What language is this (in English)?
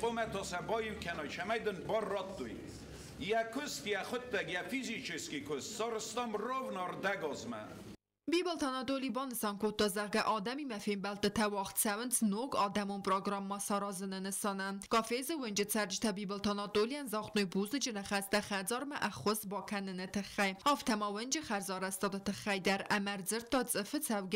Ossetic